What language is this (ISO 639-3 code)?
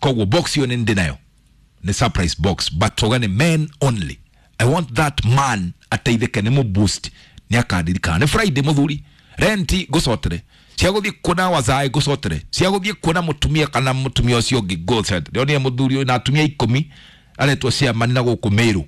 kik